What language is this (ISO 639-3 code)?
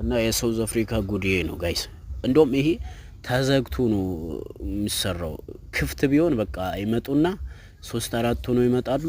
amh